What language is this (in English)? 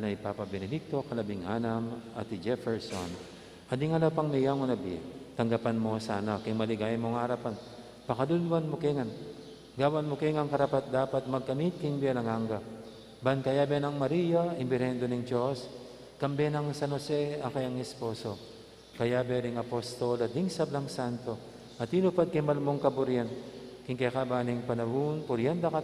Pampanga